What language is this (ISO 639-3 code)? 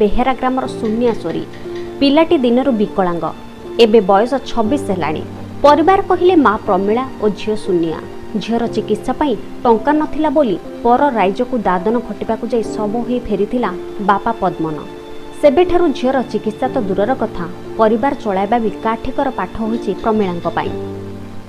ori